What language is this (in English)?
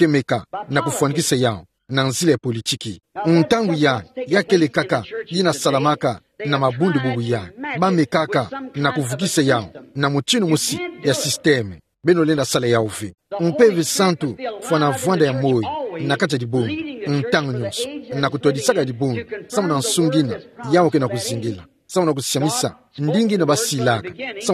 Kituba (Democratic Republic of Congo)